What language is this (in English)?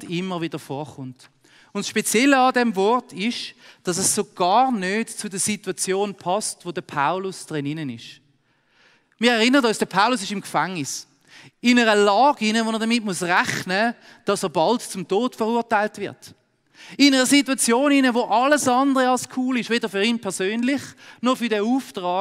Swiss German